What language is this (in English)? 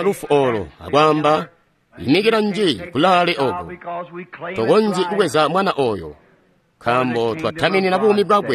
Tonga (Zambia)